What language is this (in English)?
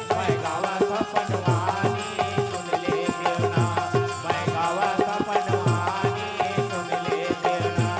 Chhattisgarhi